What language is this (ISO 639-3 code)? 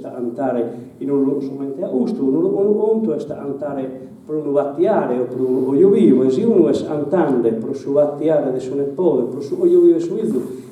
srd